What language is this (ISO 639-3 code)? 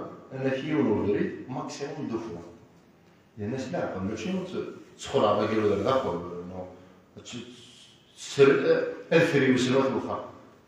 kab